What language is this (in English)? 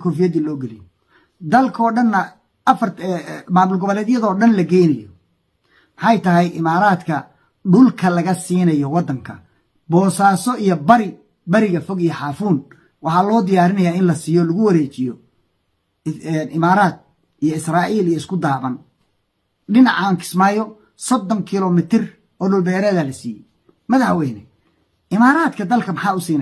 Somali